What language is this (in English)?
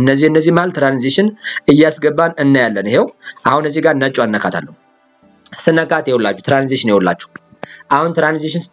Amharic